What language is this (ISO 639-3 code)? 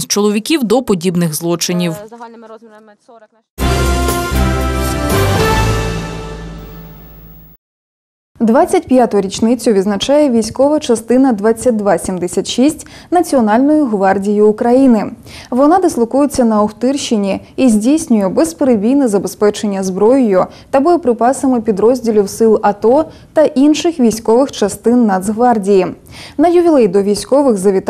ukr